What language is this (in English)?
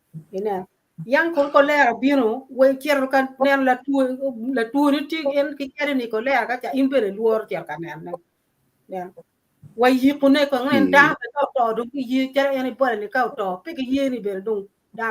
Acoli